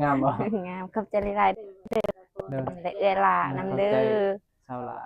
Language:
Northeastern Thai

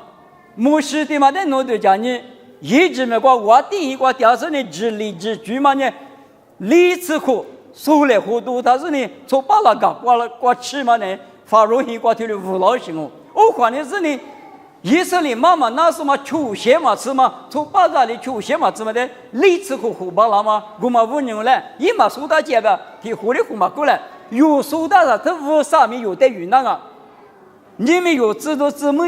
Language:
Lisu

